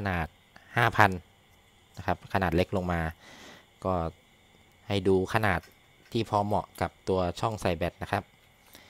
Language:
Thai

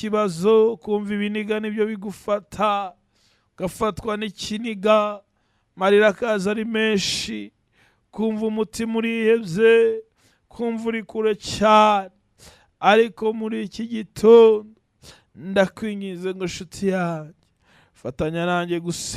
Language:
Kinyarwanda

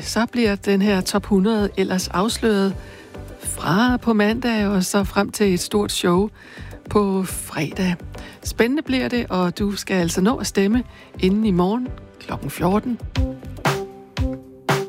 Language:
Danish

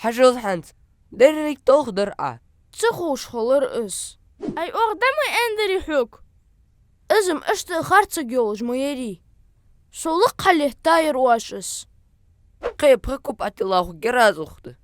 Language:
Ingush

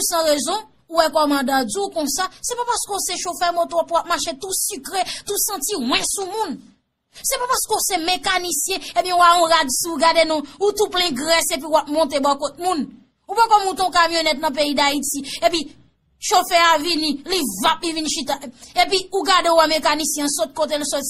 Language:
Haitian Creole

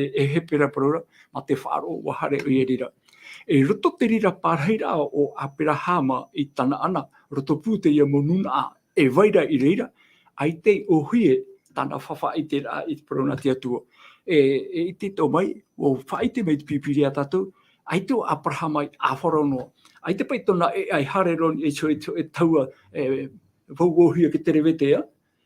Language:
Tahitian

